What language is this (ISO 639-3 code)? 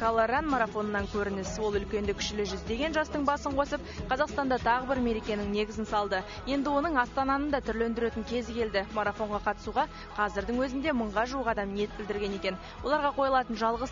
kaz